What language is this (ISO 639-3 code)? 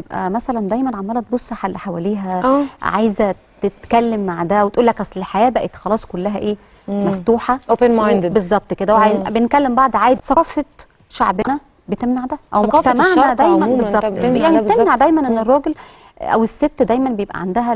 arz